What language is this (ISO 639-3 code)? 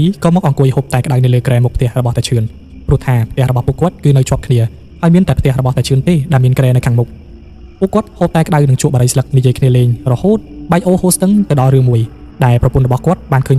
khm